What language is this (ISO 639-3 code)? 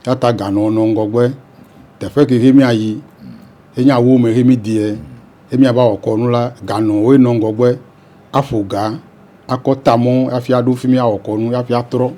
ewe